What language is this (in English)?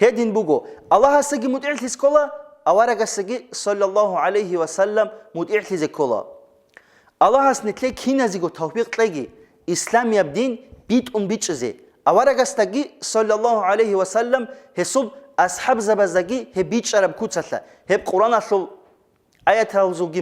Avaric